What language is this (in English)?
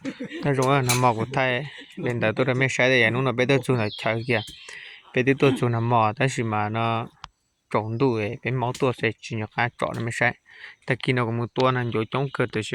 Hmong